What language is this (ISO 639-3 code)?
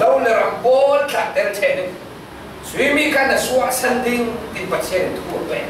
cfm